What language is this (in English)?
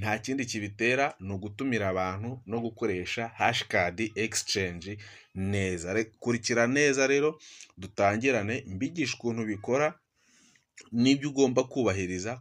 Kinyarwanda